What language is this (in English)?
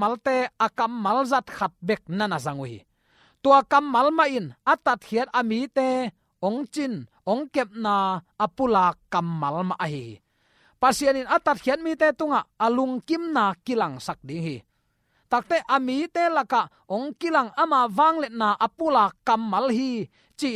Tedim Chin